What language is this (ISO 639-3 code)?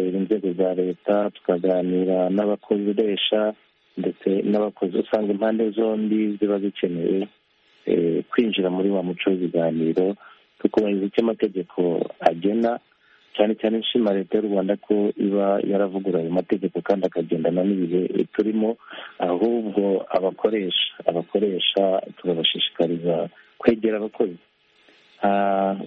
kin